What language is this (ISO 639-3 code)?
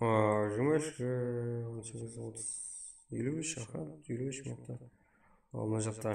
kaa